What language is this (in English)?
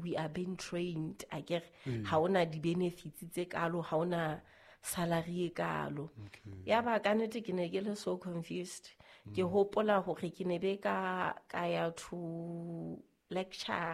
Southern Sotho